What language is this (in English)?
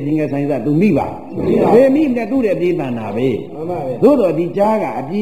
Burmese